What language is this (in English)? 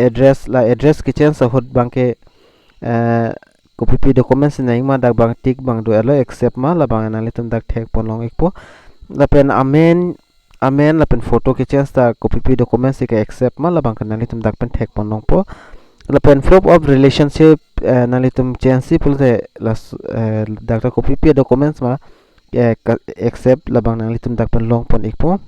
Karbi